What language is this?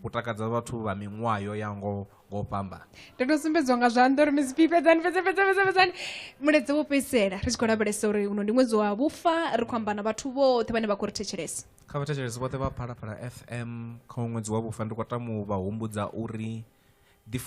Venda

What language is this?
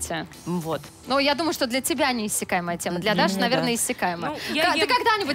Russian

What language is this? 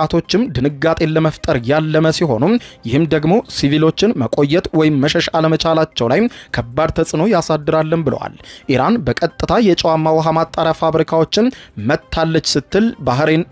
Amharic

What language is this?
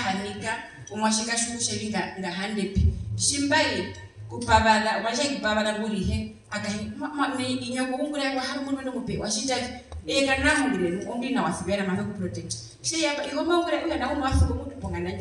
Herero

